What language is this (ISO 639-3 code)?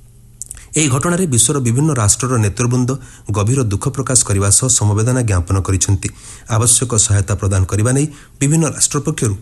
ori